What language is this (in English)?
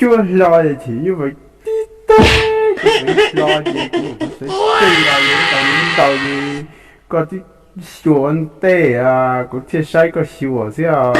Hmong